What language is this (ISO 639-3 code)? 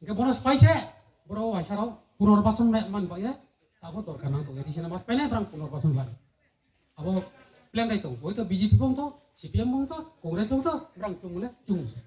ria